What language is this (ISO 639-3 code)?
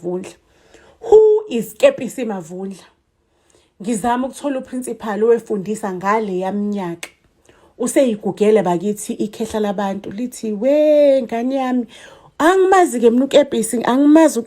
zul